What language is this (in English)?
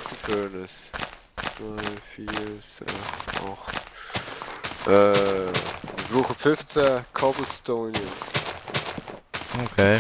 Swiss German